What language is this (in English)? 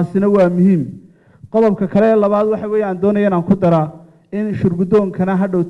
Somali